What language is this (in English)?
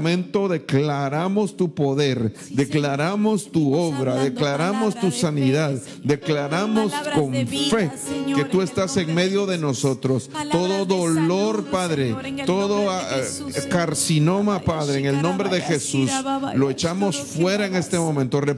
Spanish